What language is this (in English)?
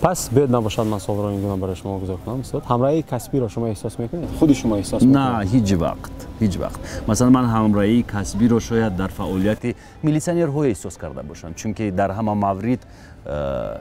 Tajik